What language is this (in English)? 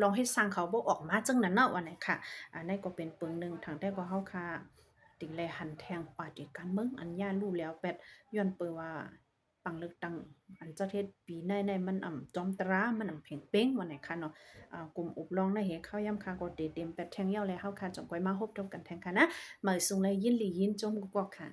Shan